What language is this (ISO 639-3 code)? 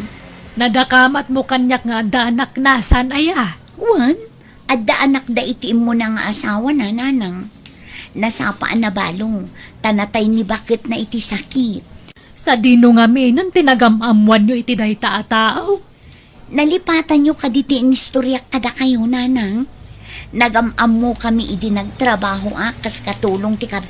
ilo